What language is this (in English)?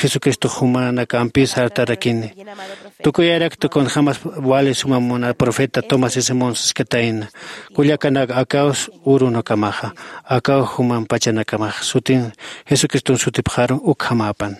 Aymara